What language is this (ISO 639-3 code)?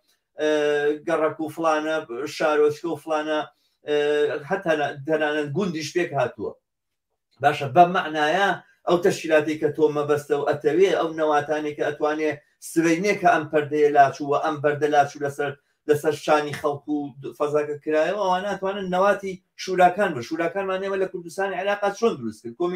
ckb